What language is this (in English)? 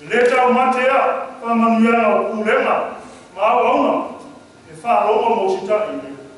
Samoan